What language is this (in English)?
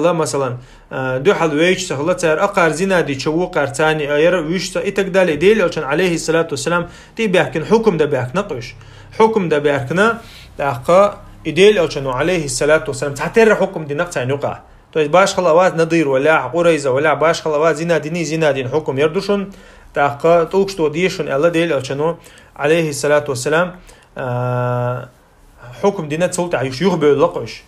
Chechen